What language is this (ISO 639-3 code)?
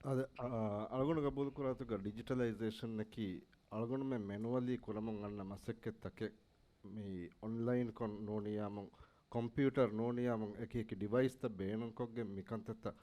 div